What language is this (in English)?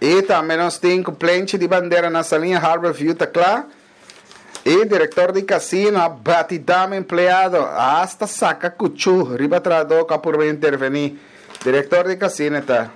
Papiamento